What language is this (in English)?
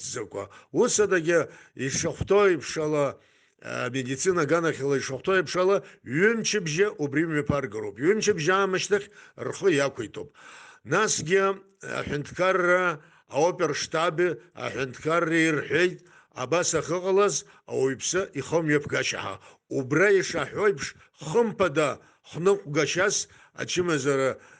Abkhazian